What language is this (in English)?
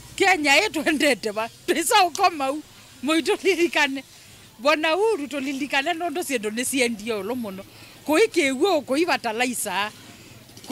Kamba